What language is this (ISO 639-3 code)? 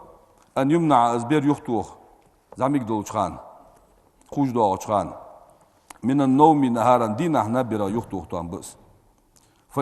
inh